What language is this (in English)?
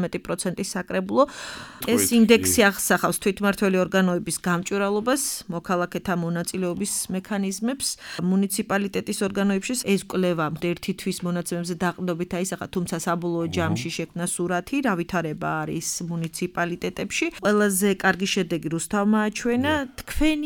Georgian